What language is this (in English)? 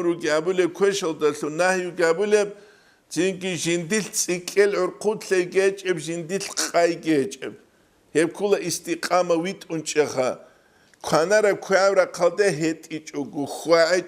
Avaric